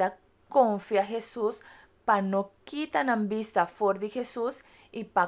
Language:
Papiamento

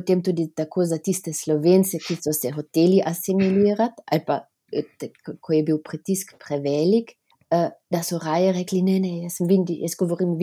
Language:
Slovenian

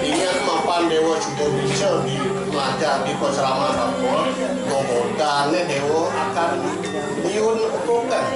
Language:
Balinese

